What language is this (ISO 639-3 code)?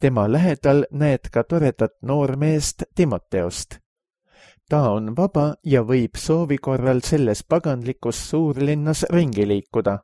est